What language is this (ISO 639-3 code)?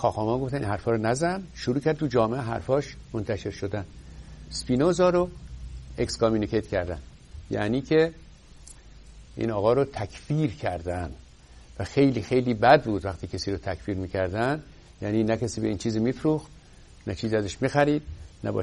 fas